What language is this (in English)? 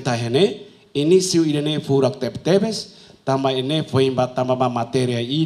Tetum